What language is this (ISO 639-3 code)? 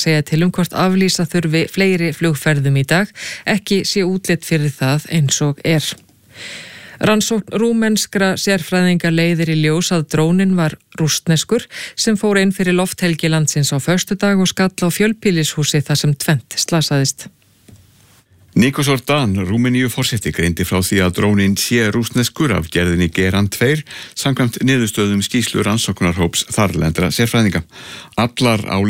isl